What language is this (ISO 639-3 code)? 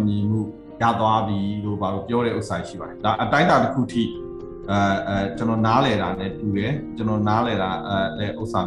mya